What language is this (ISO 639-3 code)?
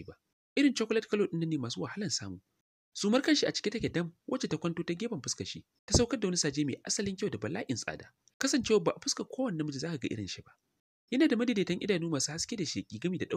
hau